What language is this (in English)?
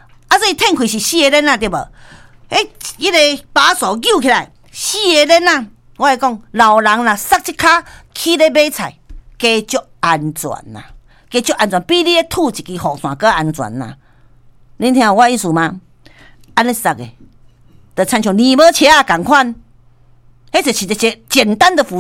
Min Nan Chinese